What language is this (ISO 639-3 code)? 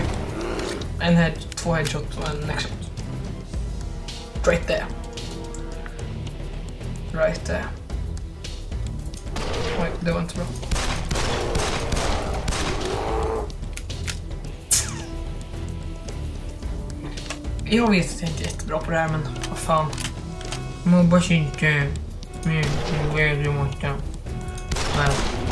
swe